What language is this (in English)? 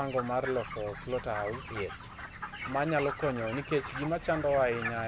Luo (Kenya and Tanzania)